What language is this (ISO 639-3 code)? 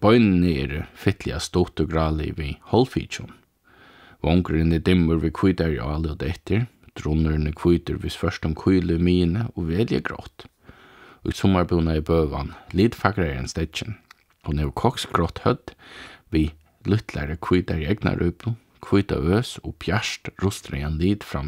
fao